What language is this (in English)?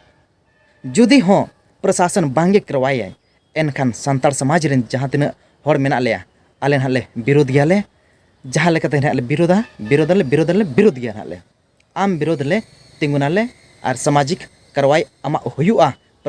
Santali